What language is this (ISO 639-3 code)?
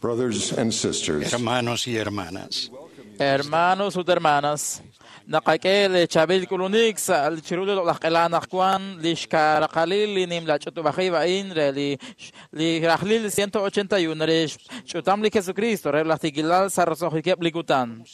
kek